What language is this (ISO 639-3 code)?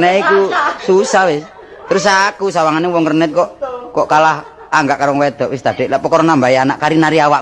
jav